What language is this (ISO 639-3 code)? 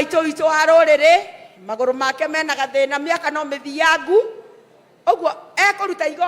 kik